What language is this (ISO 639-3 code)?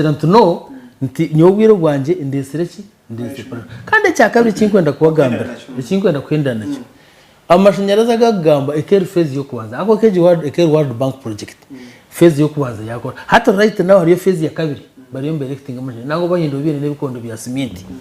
nyn